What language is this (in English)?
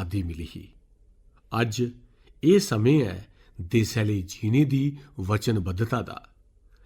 Dogri